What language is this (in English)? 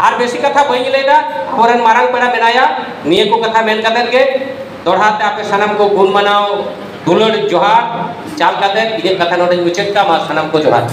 Santali